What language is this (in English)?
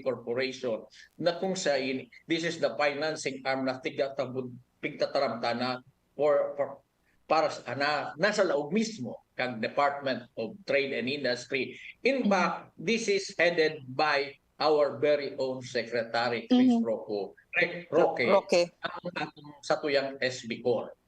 Bikol